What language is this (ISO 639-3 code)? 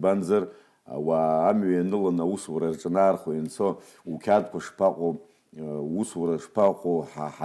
abk